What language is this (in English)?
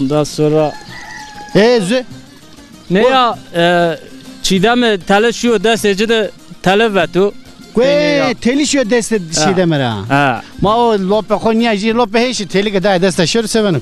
Zaza